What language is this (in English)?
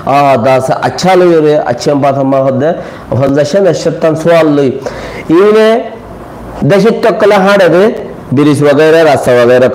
Rohingya